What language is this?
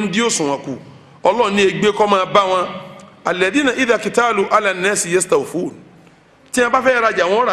Yoruba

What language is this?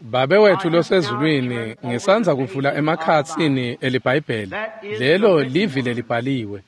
Swati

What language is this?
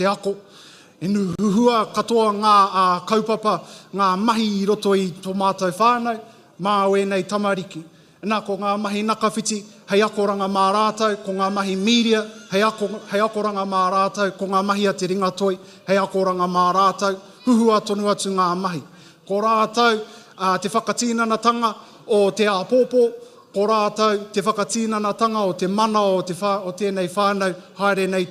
Māori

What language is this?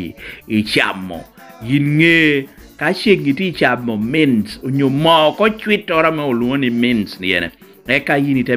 Lango (Uganda)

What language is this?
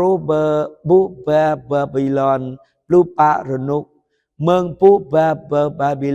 Jarai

